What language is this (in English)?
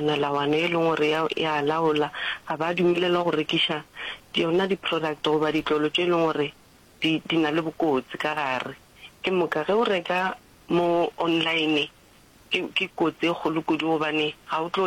Northern Sotho